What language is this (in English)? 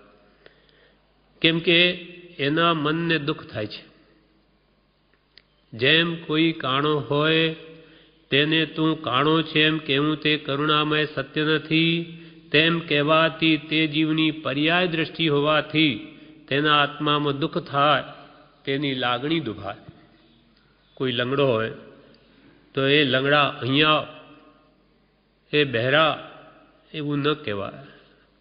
Gujarati